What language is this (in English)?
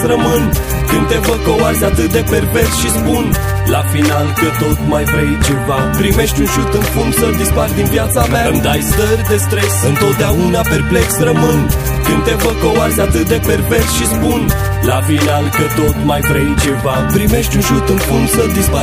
Romanian